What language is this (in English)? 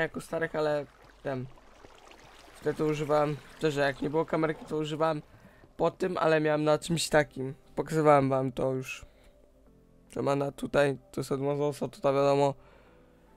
Polish